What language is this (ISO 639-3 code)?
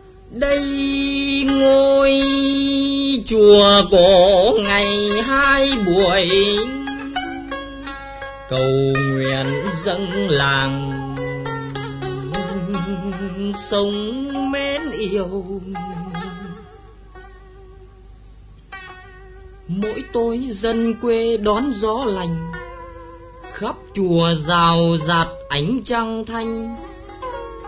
vie